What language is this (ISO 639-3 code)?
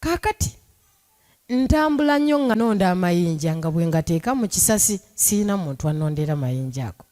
lug